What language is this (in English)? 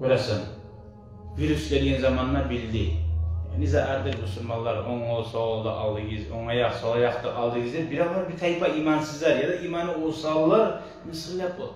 Kumyk